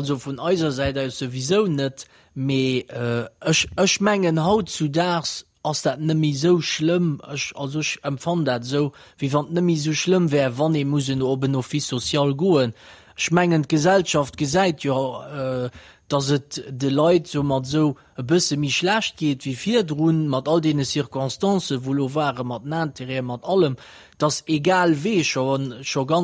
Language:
Luxembourgish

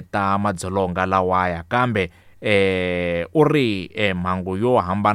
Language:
Tsonga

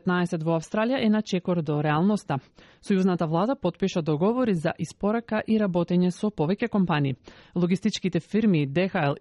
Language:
Macedonian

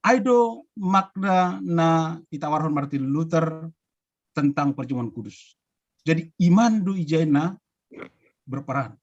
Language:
Batak Simalungun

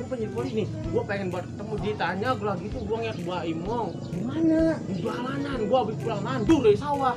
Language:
Betawi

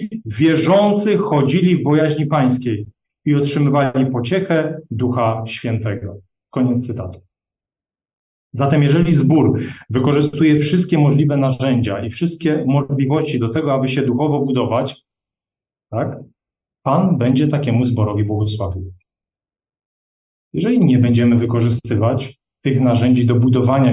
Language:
Polish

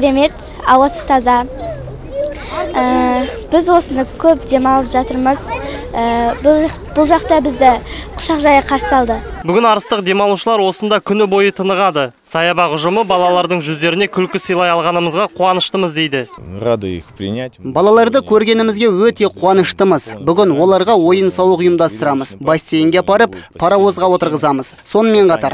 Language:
Kazakh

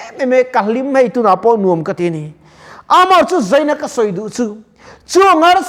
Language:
Mizo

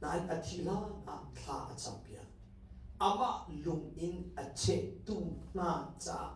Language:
Hakha Chin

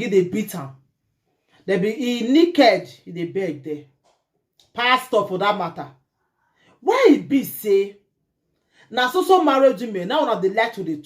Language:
Nigerian Pidgin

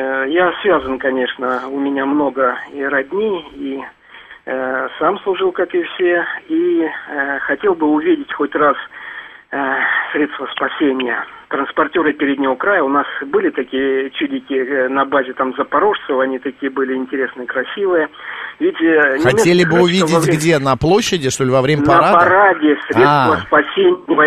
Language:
Russian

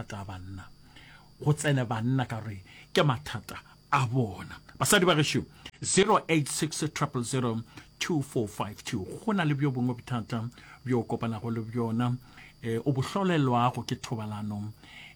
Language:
Northern Sotho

